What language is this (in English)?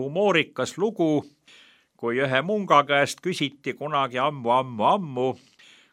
Estonian